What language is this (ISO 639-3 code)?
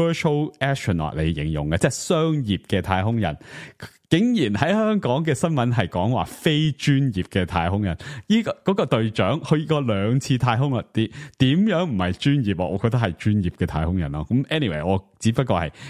yue